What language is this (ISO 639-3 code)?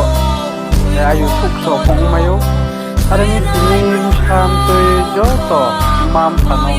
ria